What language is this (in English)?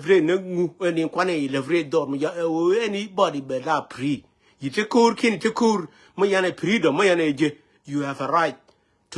Nuer